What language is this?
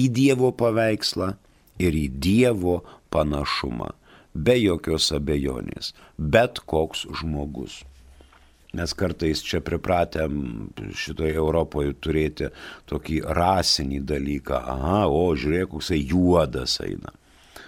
Lithuanian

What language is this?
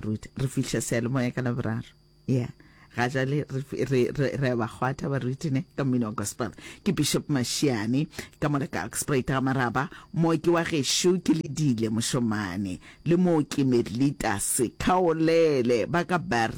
Northern Sotho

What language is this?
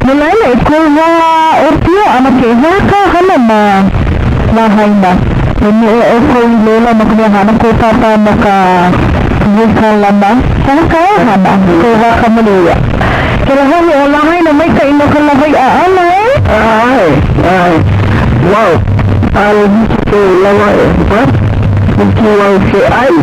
Hawaiian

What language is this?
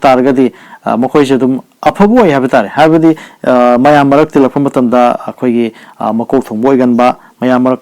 Manipuri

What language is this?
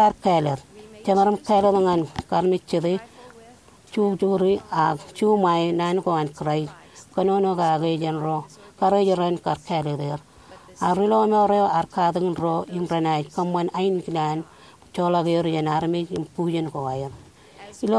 Marshallese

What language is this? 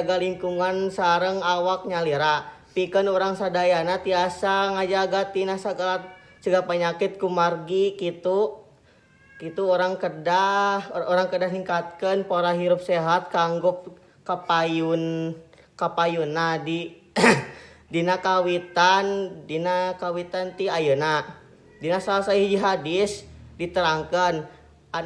Sundanese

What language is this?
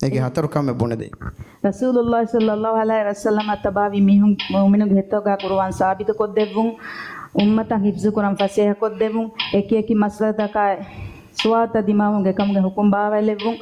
Divehi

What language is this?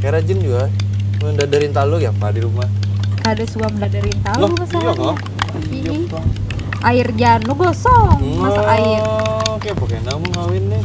Banjar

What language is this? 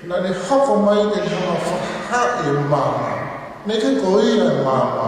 Tongan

